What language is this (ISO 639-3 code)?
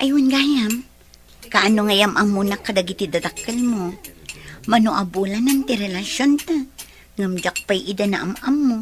ilo